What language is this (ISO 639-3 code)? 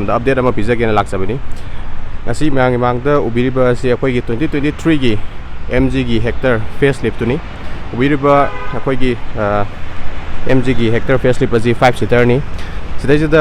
mni